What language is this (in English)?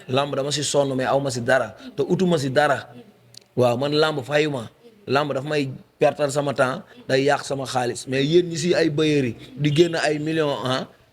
Wolof